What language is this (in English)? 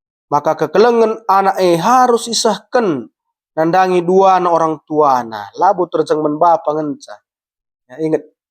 Batak Karo